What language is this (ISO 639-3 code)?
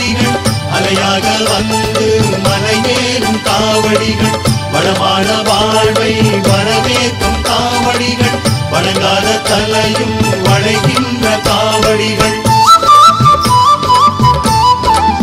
tam